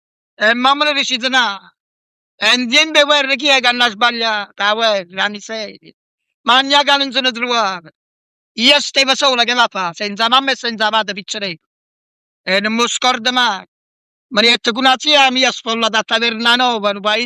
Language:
Neapolitan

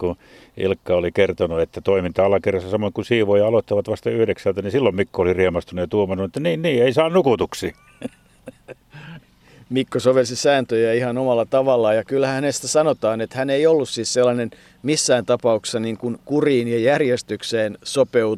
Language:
Finnish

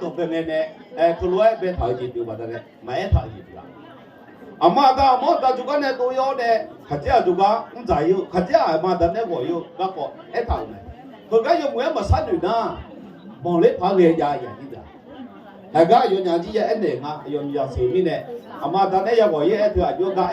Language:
Akha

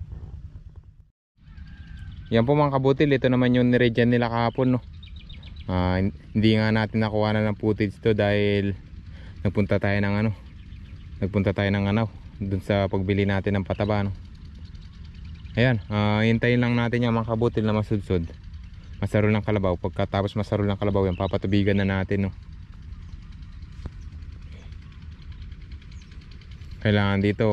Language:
Filipino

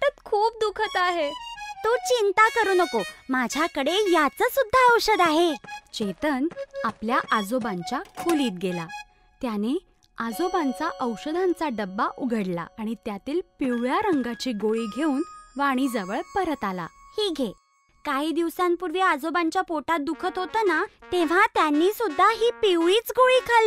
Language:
Marathi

